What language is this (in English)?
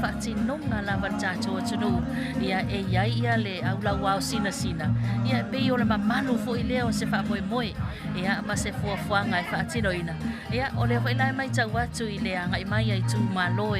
Samoan